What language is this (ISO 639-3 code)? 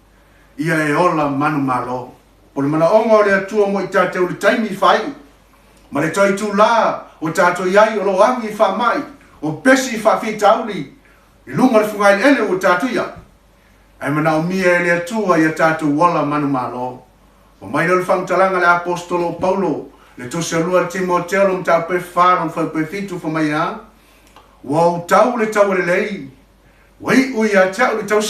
smo